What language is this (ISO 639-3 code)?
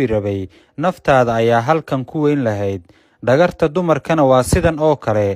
som